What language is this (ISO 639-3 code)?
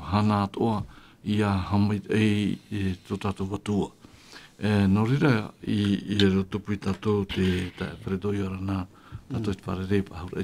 tah